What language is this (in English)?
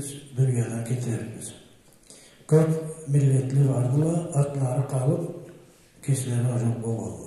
Karachay-Balkar